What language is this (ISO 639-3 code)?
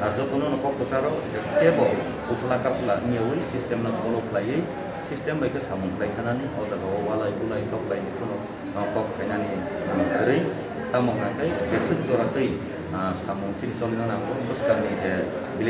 trp